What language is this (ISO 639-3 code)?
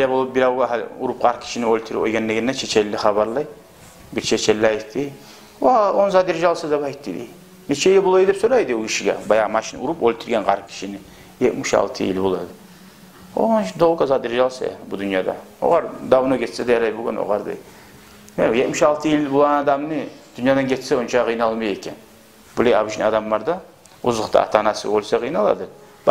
kum